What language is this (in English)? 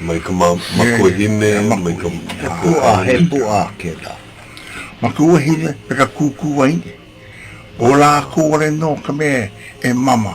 Hawaiian